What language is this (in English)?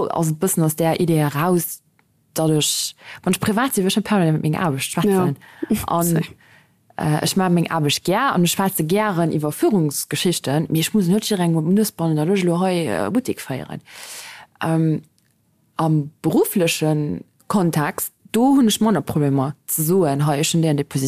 Luxembourgish